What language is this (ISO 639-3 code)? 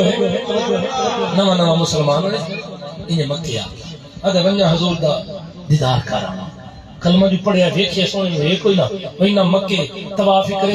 skr